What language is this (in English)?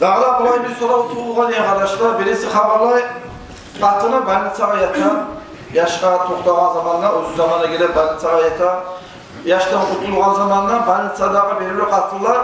Kumyk